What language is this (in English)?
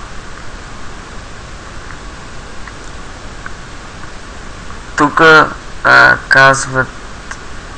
Bulgarian